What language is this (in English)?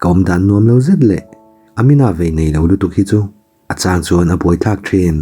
Mizo